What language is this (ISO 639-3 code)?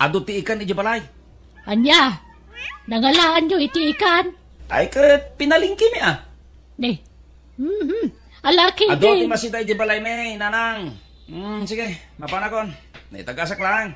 ilo